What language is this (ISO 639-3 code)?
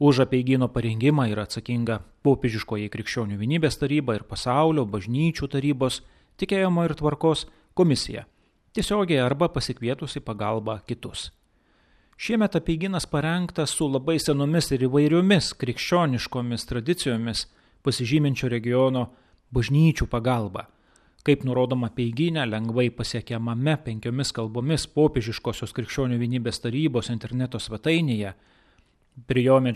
lit